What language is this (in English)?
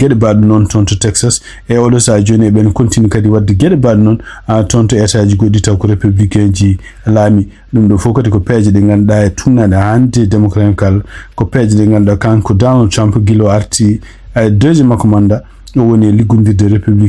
Fula